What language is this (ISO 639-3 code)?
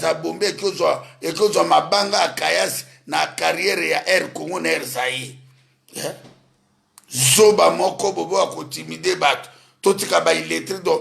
lin